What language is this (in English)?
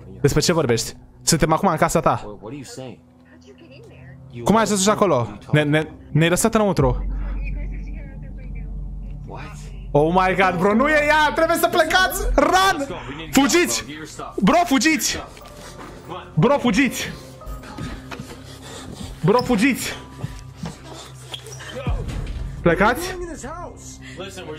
Romanian